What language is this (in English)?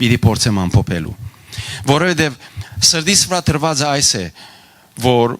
Western Armenian